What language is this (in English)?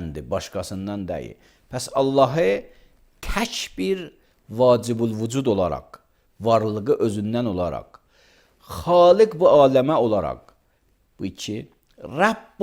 Azerbaijani